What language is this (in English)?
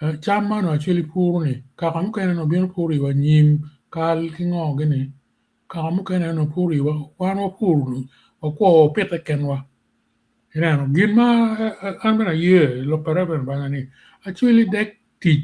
Acoli